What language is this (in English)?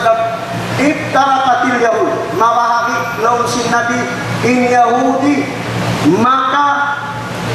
Tausug